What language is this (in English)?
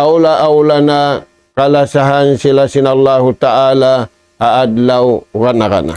Tausug